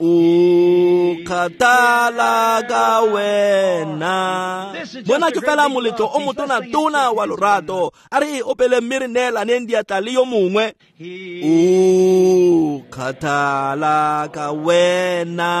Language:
Tswana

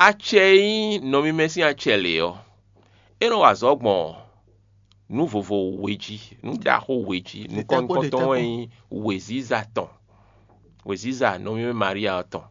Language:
Fon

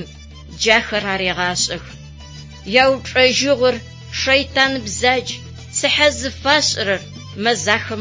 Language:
Adyghe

